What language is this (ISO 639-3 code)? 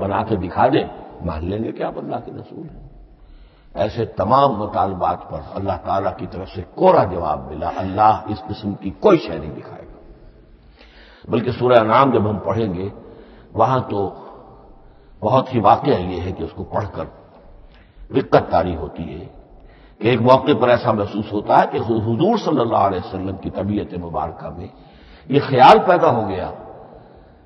urd